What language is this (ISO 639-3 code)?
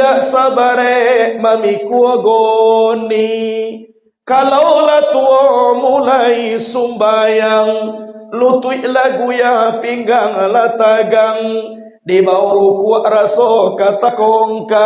min